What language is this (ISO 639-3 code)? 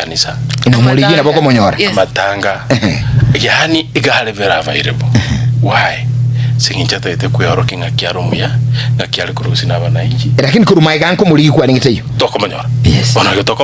guz